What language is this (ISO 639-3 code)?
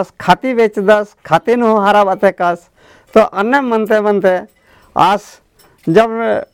kru